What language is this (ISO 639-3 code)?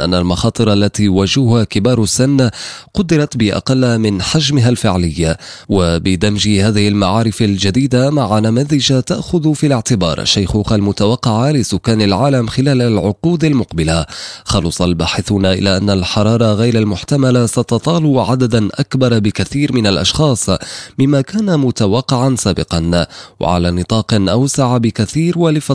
ara